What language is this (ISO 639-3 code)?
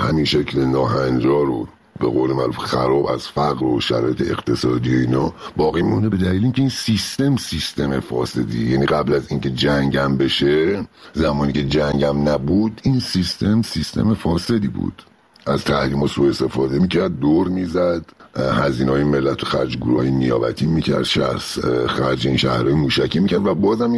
fas